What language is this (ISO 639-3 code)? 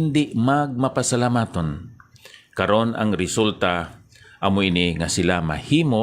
hil